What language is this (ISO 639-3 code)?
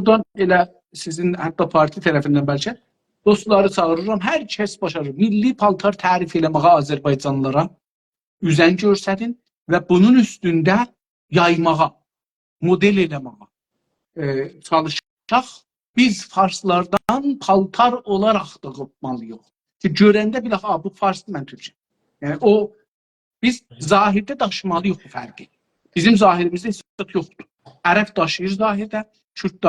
azb